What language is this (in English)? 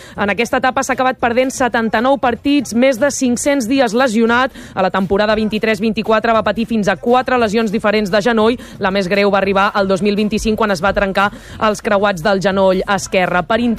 Catalan